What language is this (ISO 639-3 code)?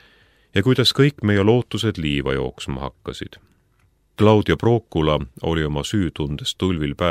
est